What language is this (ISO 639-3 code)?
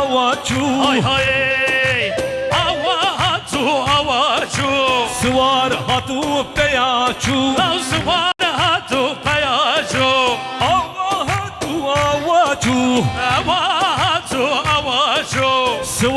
kur